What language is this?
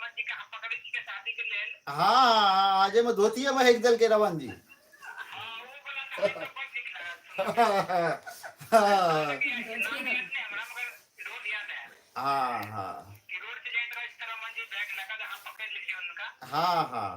Maithili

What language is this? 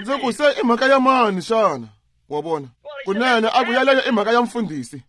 Tsonga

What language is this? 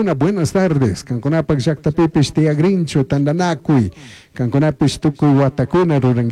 Chimborazo Highland Quichua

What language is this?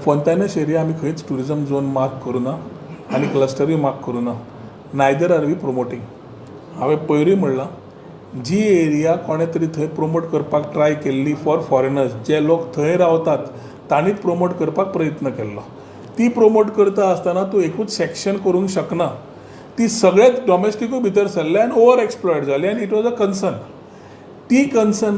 Konkani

